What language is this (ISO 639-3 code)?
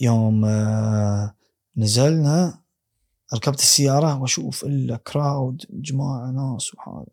afb